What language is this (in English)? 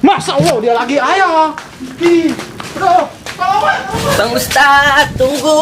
Betawi